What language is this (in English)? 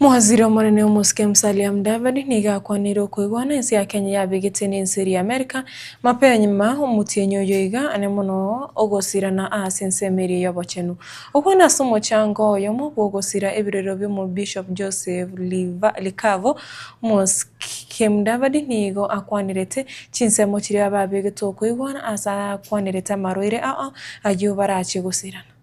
Gusii